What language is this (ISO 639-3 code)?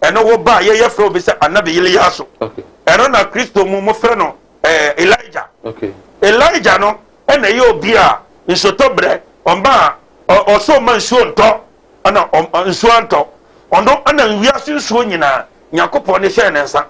aka